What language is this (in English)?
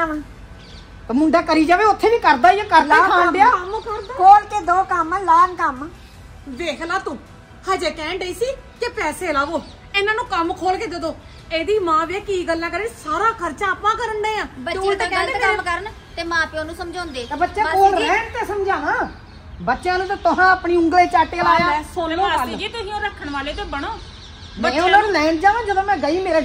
Punjabi